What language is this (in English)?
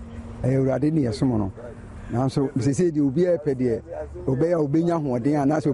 Akan